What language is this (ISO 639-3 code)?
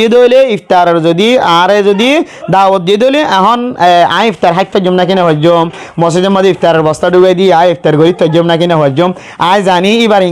rhg